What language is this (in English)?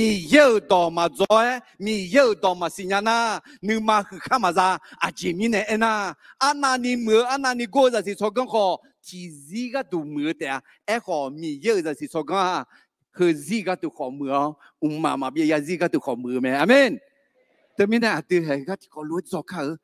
Akha